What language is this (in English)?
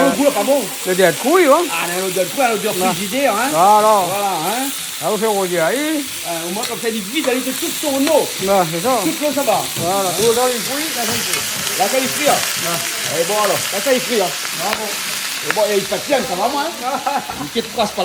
Réunion Creole French